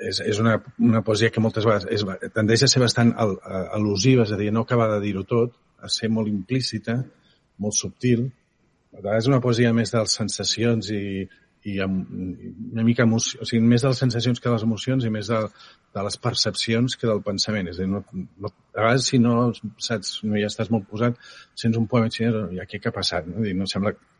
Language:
Catalan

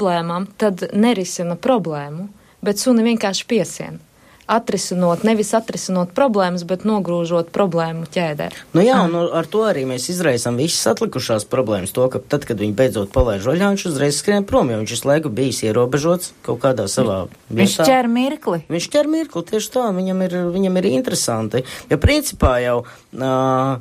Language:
Latvian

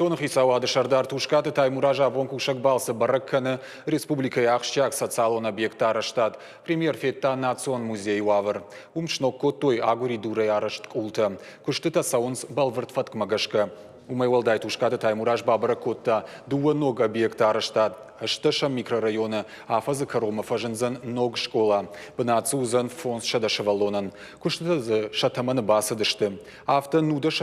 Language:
Ossetic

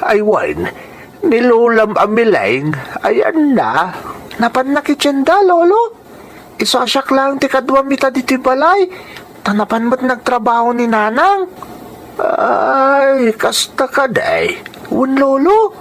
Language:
Iloko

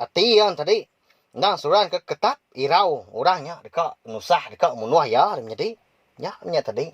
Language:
Iban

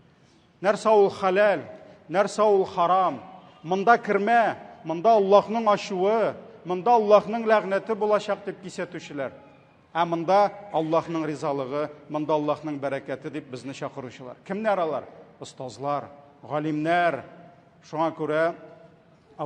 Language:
Tatar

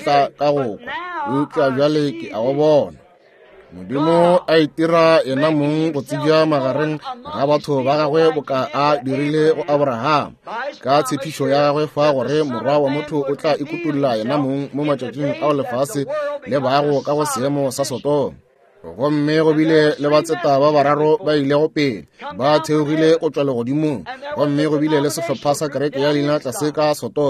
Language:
Northern Sotho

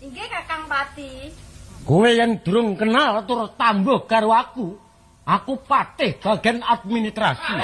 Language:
Javanese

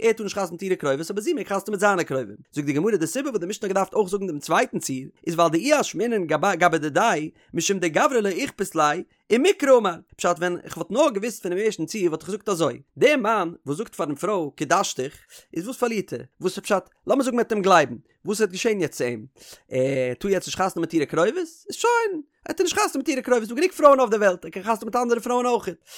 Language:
Yiddish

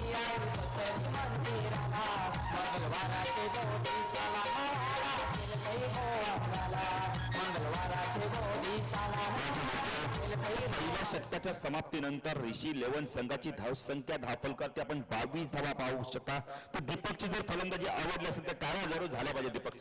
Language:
Marathi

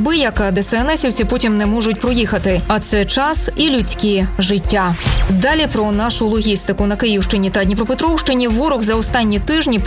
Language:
Ukrainian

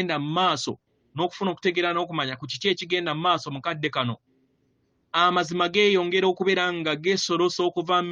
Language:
Ganda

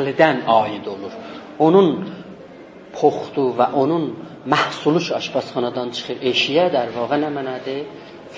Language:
South Azerbaijani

